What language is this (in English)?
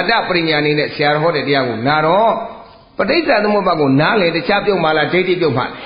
Burmese